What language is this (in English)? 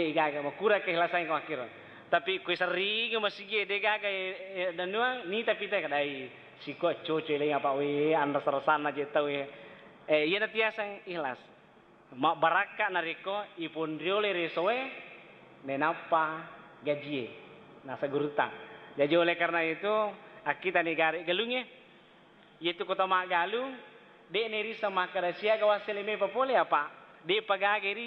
Buginese